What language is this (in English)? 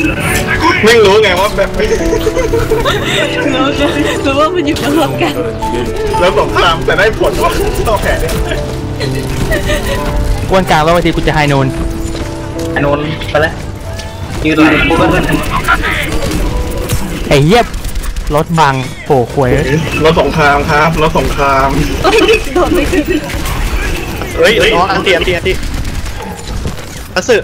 Thai